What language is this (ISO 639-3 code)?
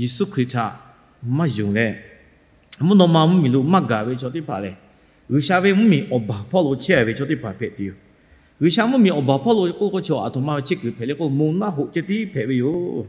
lhu